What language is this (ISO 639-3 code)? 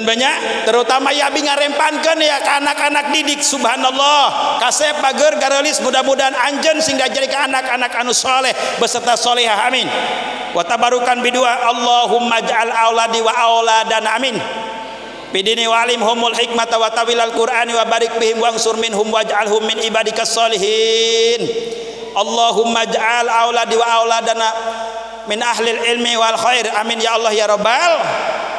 sun